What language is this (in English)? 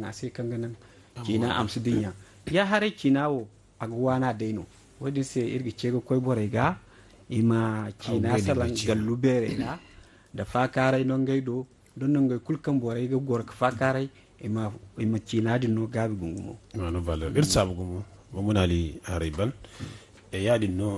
Zarma